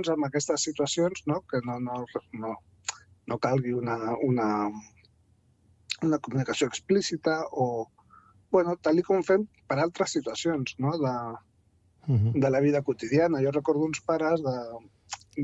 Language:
Catalan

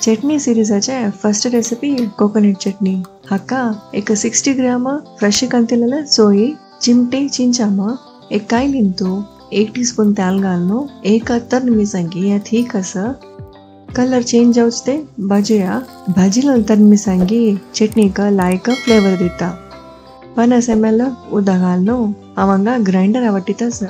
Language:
Konkani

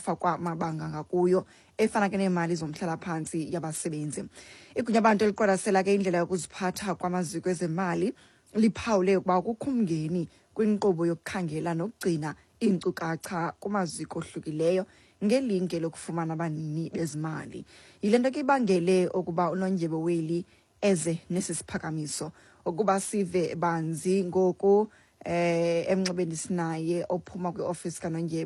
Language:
Xhosa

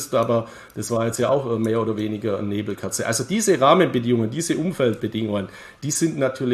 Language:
German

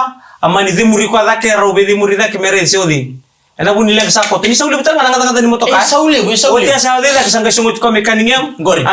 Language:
Fijian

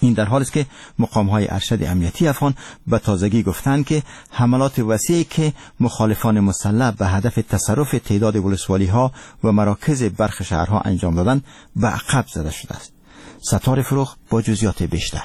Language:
Persian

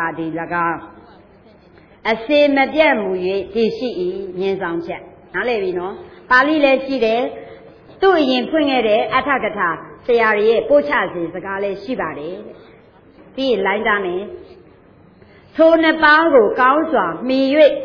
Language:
Burmese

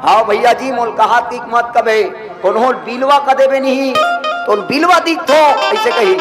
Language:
Chhattisgarhi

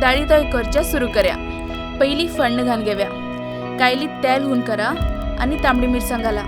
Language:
Konkani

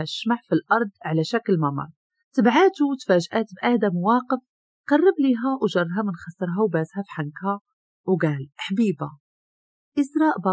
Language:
Moroccan Arabic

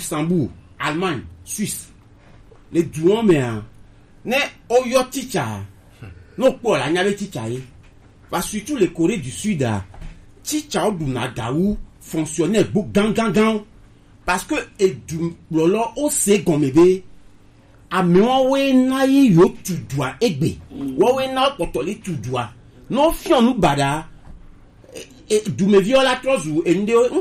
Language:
Gen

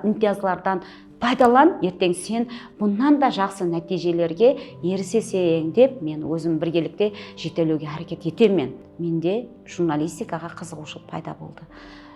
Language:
Kara-Kalpak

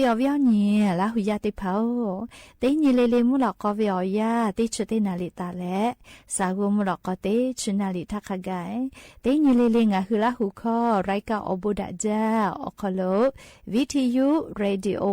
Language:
Lahu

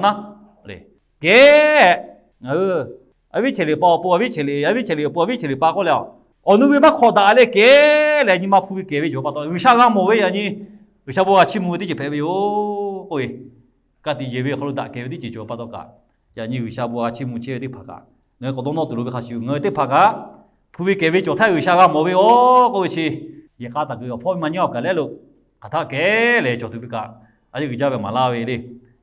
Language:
Lahu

